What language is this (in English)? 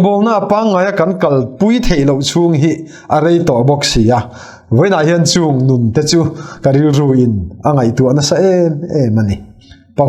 Mizo